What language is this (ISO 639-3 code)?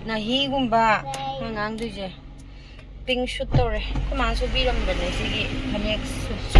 mni